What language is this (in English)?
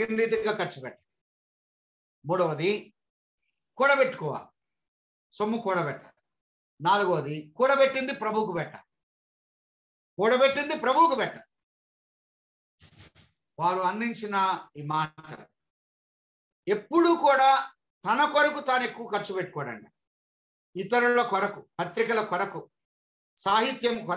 Telugu